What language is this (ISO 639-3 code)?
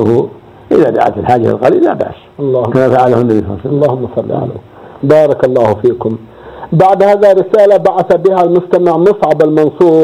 ara